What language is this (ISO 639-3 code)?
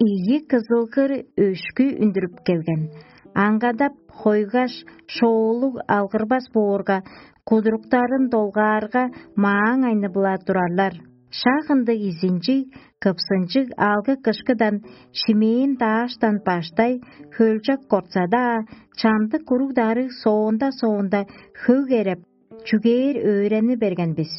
tyv